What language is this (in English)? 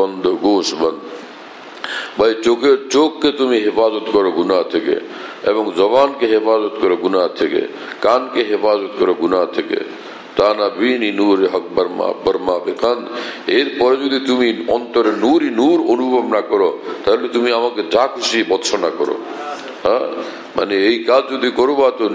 Bangla